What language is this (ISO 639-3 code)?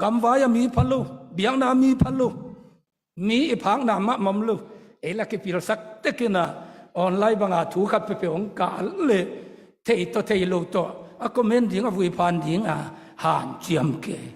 ctd